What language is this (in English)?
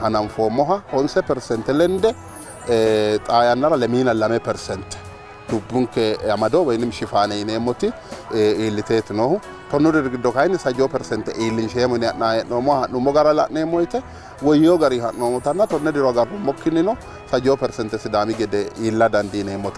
Sidamo